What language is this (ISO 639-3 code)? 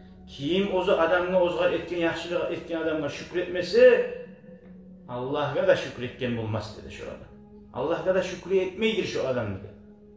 kum